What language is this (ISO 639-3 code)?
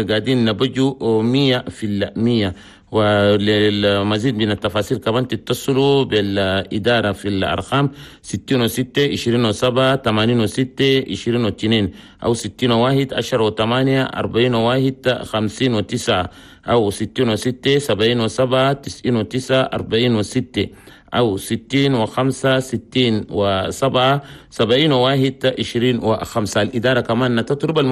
shu